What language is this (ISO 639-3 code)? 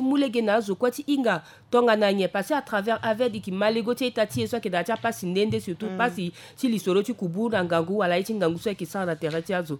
sag